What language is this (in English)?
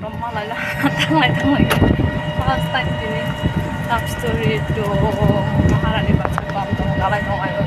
Kok Borok